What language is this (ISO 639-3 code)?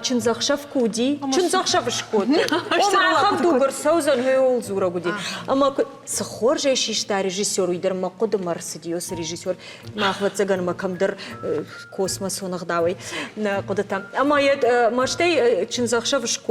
oss